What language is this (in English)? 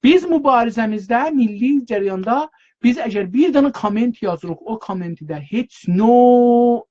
South Azerbaijani